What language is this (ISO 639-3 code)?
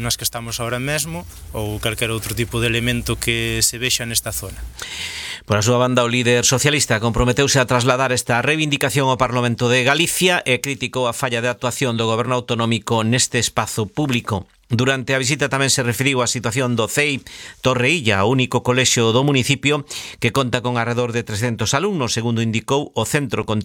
glg